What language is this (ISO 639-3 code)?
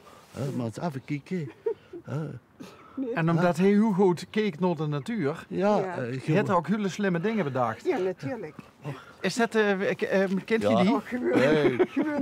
lim